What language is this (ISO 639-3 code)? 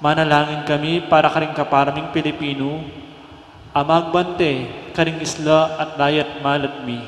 pam